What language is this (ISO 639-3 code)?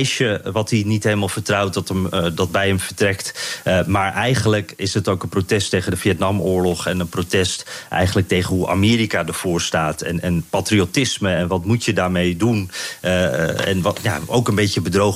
nld